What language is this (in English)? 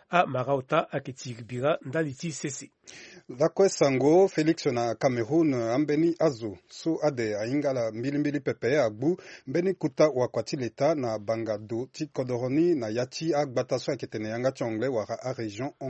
Sango